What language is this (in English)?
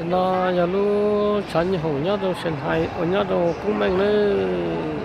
Hmong